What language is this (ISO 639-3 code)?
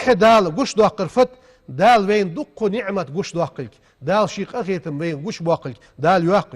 inh